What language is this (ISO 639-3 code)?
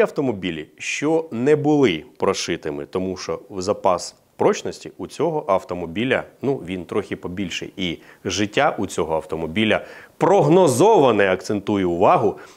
ukr